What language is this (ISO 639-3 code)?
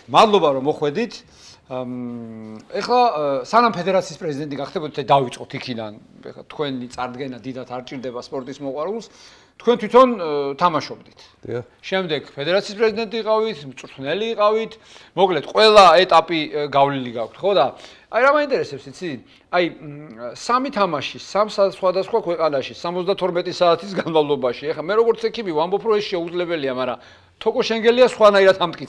kat